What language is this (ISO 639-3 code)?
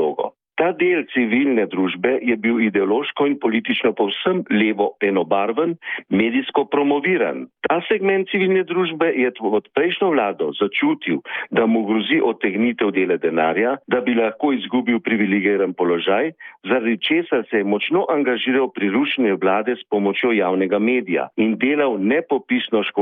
slv